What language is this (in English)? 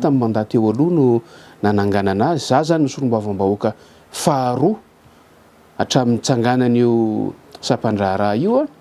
Malagasy